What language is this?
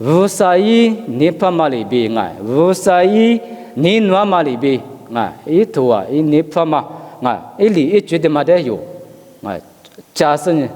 Lisu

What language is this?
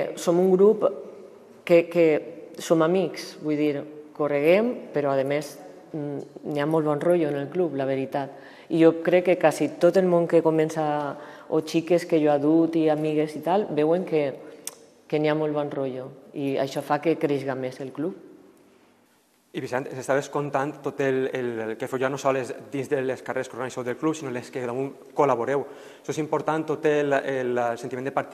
Catalan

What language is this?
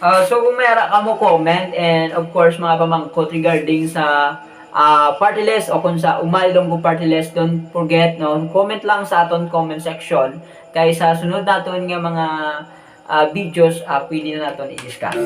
Hiligaynon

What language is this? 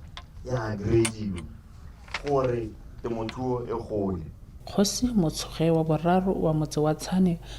Tswana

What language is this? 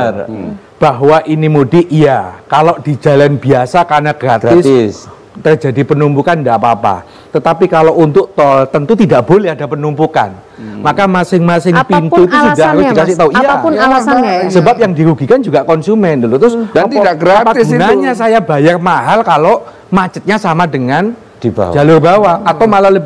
Indonesian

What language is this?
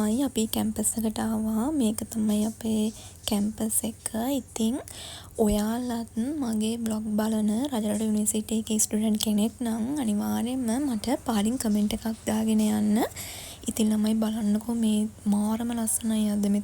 Sinhala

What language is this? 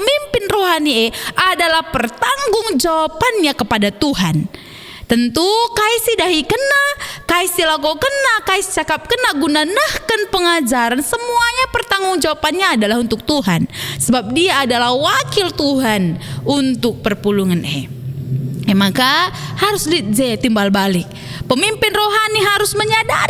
Batak Karo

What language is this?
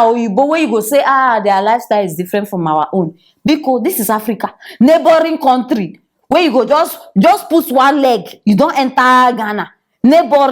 Nigerian Pidgin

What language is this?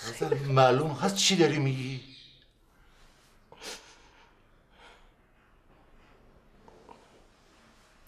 Persian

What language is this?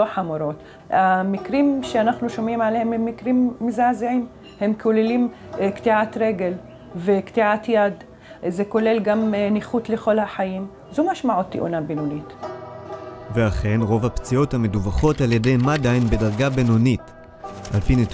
Hebrew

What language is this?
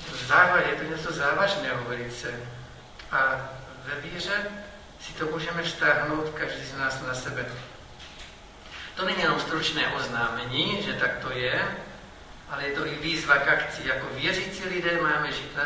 Czech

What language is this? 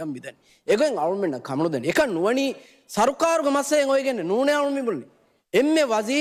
Divehi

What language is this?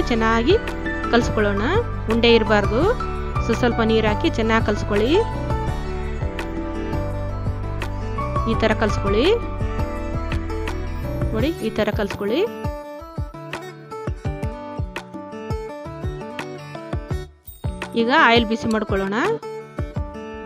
Kannada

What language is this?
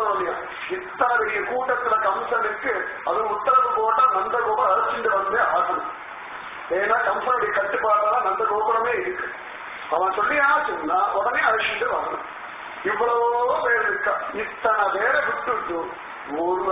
Tamil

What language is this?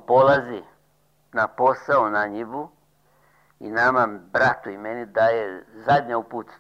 Serbian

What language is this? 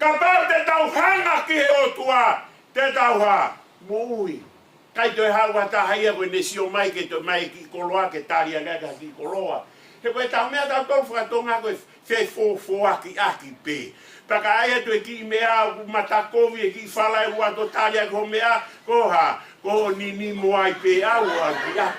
Tongan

